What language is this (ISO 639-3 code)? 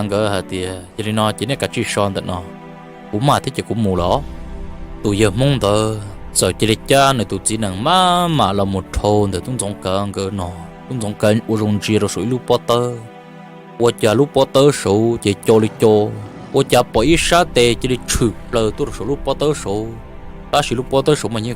hmn